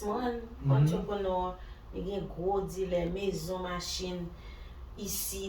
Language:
Haitian Creole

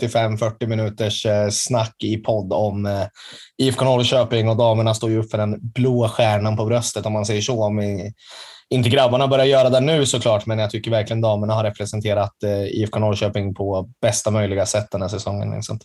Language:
Swedish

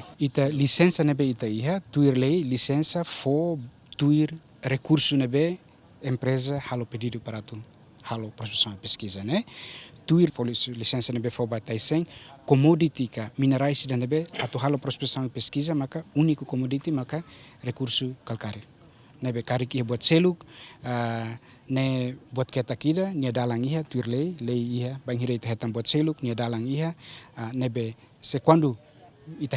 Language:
Tetum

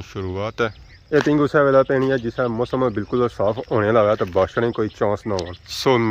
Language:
Pahari-Potwari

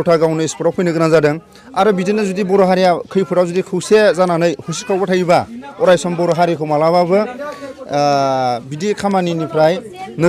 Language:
Bodo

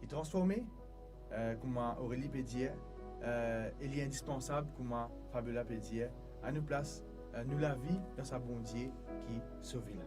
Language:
Morisyen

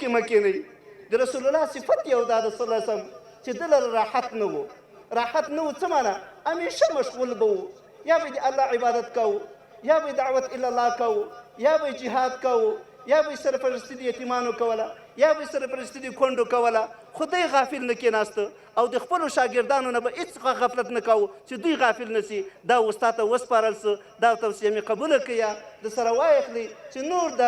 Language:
Pashto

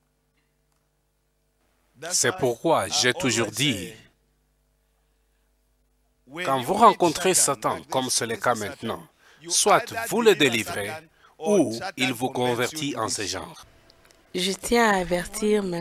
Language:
French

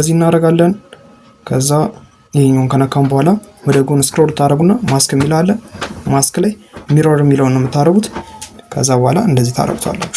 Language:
Amharic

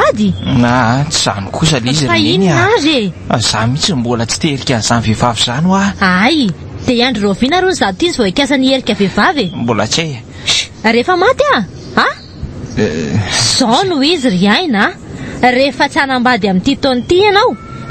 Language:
Malagasy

